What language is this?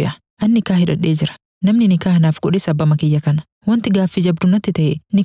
Oromo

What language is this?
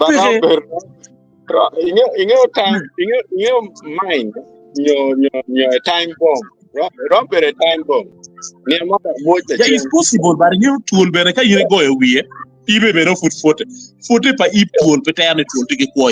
Acoli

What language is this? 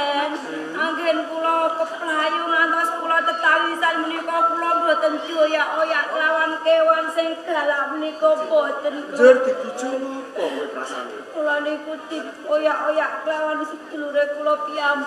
Javanese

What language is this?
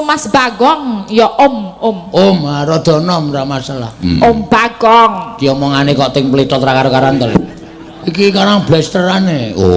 Javanese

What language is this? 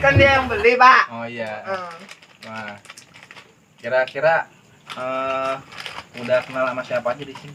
Betawi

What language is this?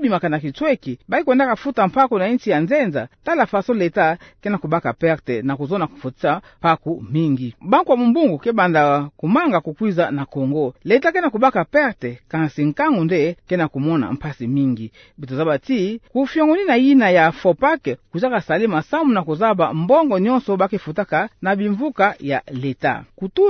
Kituba (Democratic Republic of Congo)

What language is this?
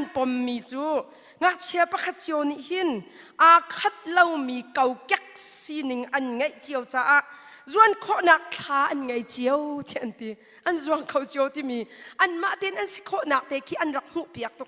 Hakha Chin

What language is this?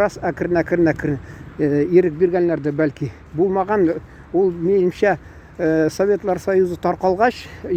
Tatar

